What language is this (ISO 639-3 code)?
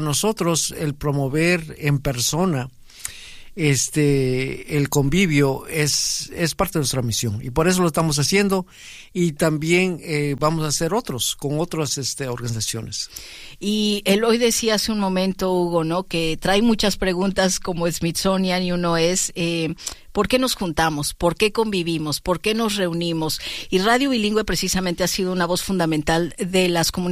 spa